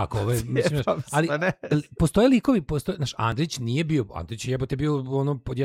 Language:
Serbian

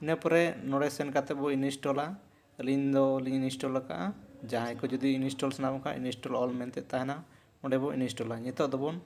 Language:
Santali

